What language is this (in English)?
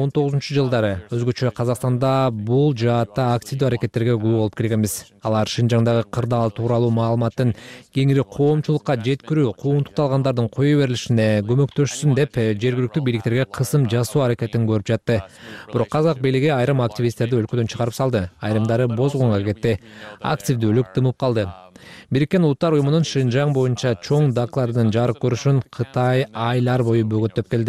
Kyrgyz